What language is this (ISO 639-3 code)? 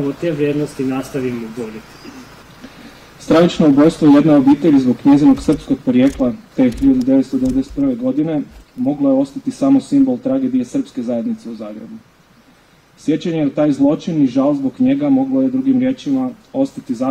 hrv